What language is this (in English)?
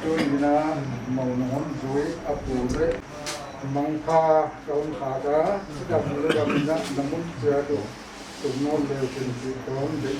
Paite Chin